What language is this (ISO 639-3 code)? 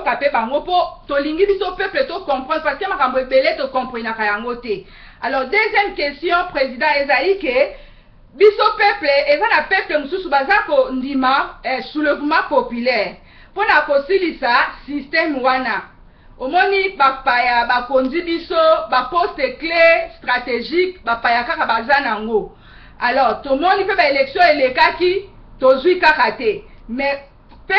lin